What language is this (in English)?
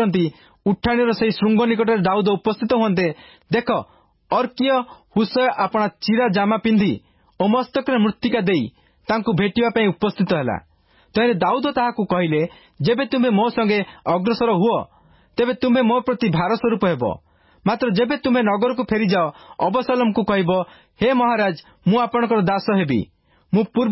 Odia